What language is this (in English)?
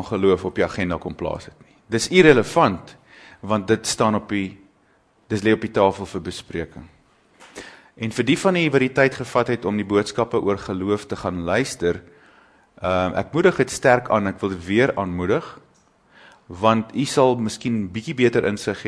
Afrikaans